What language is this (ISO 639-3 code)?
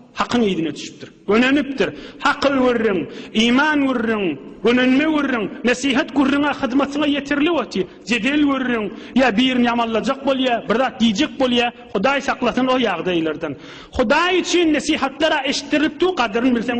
tuk